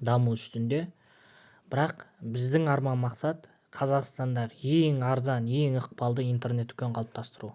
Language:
Kazakh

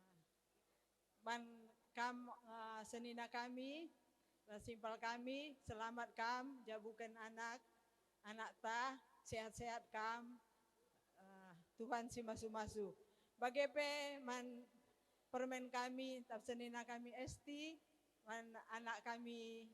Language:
Batak Karo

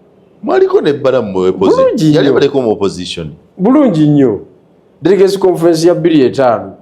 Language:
Ganda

